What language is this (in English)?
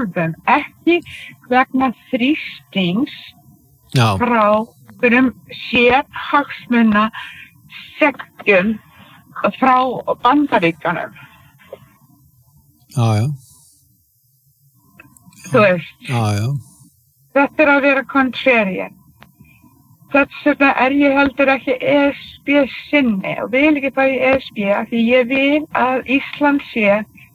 Icelandic